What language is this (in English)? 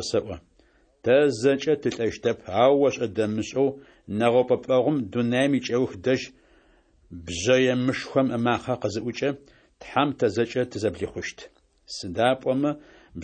Adyghe